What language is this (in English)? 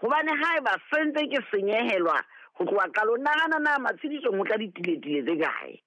Southern Sotho